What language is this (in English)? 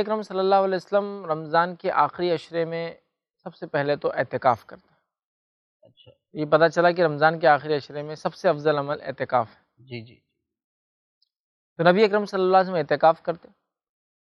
Urdu